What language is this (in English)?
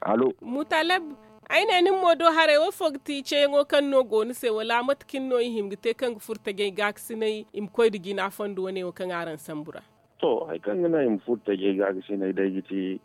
Zarma